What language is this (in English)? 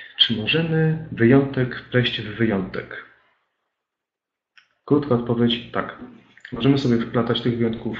Polish